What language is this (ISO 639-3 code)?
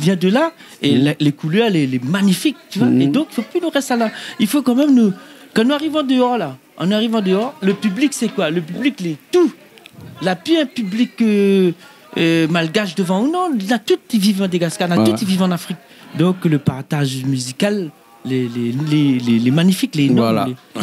rcf